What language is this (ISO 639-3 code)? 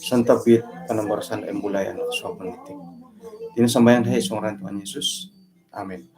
dtp